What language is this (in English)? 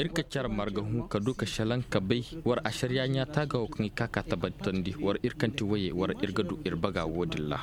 Koyraboro Senni